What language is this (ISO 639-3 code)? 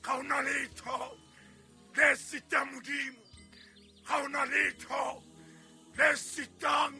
sot